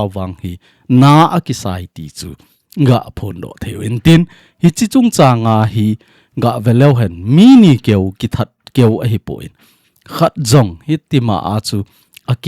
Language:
Thado Chin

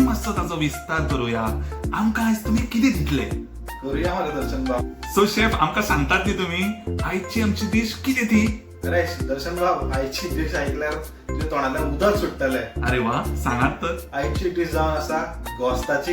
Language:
Konkani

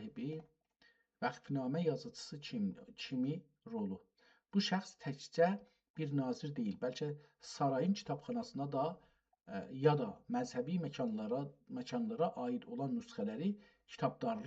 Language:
South Azerbaijani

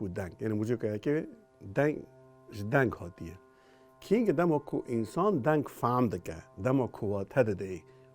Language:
Kurdish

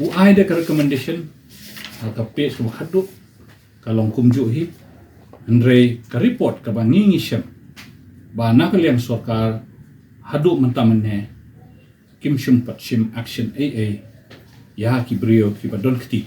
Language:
Khasi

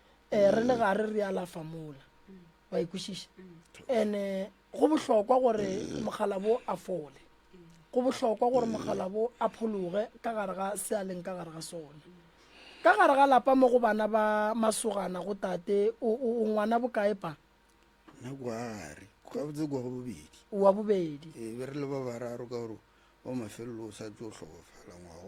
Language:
Northern Sotho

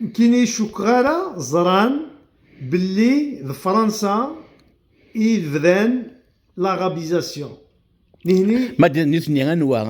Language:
Kabyle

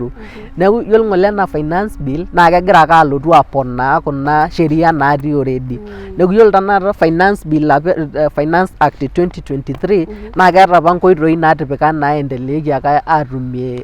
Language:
Masai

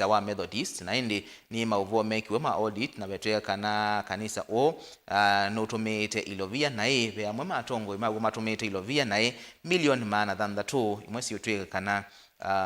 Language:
Kamba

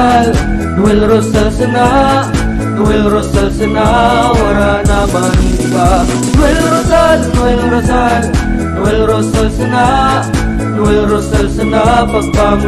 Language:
Bikol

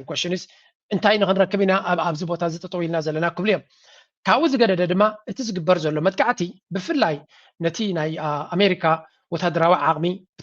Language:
Tigrinya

